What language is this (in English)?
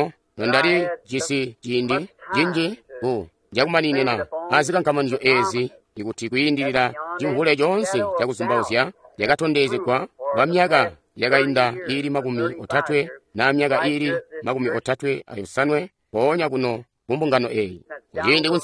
Tonga (Zambia)